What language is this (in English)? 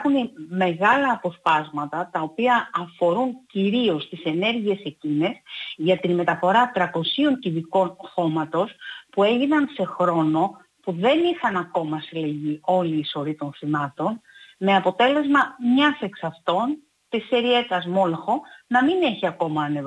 Greek